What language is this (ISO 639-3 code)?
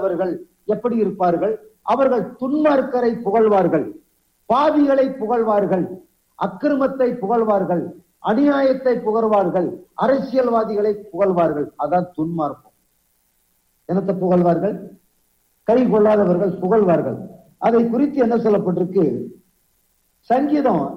tam